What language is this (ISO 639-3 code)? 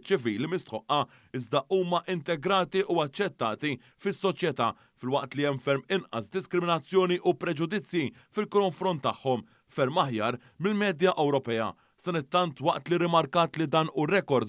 mlt